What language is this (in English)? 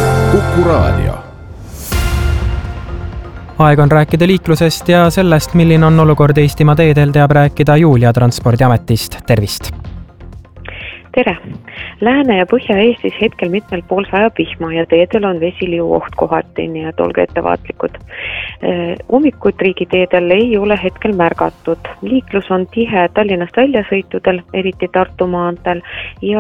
Estonian